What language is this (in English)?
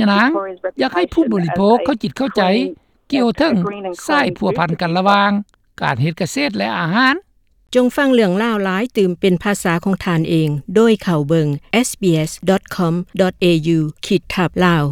Lao